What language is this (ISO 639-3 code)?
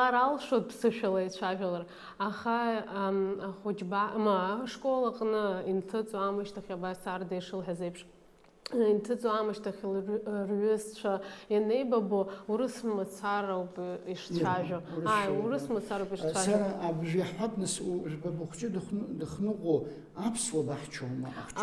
abk